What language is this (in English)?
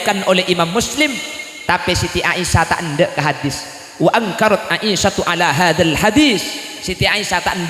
Madurese